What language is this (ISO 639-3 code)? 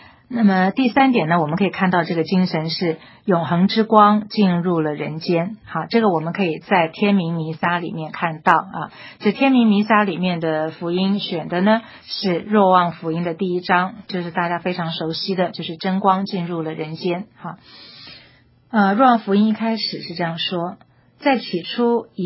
zho